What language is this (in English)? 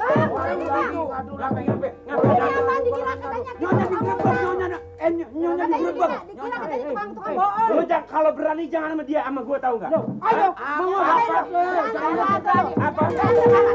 Betawi